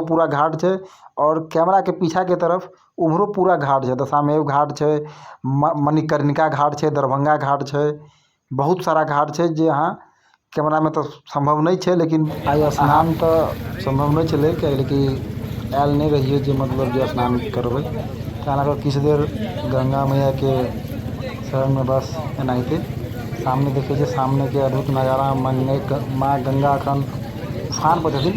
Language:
Maithili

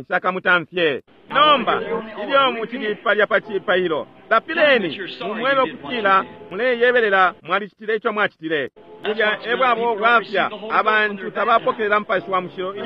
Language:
Bemba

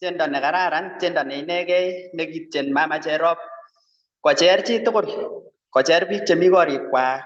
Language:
Kalenjin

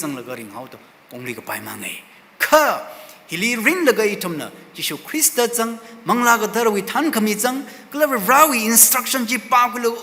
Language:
Tangkhul Naga (India)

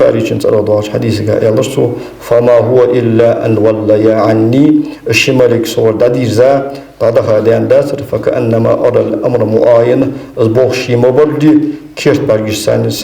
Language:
Ingush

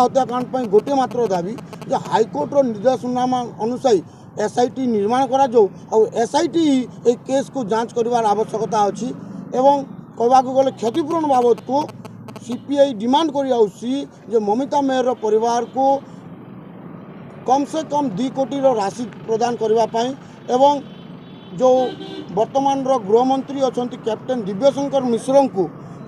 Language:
Odia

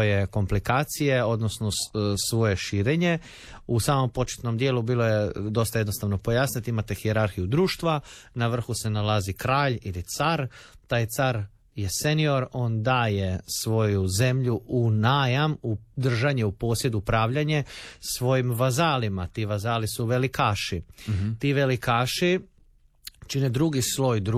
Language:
Croatian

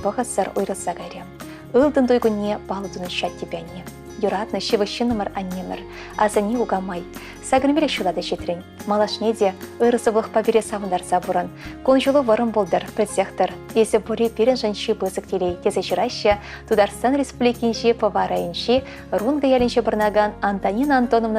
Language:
Chuvash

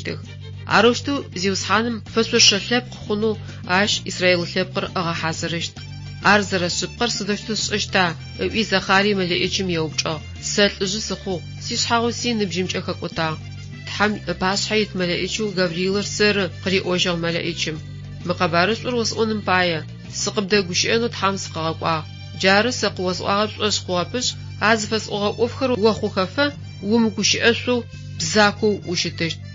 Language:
Adyghe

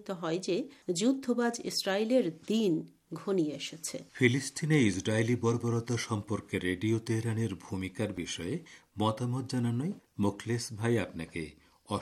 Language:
Bangla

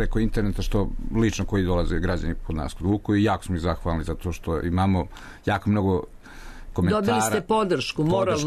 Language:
Serbian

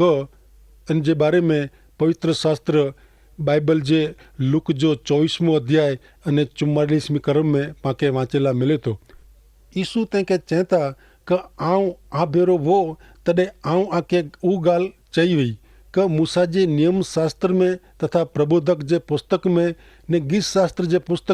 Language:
Kachhi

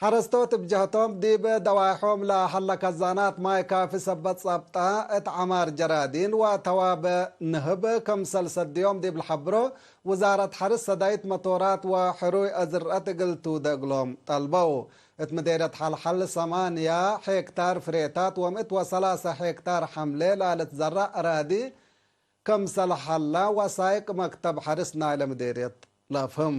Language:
Tigre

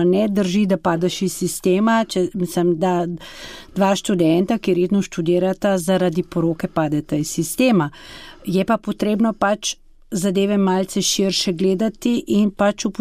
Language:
Slovenian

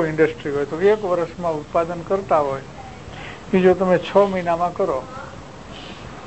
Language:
Gujarati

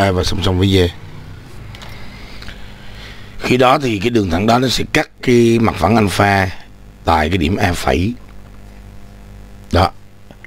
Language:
Vietnamese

